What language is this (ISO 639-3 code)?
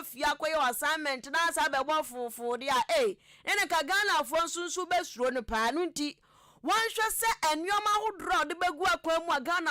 aka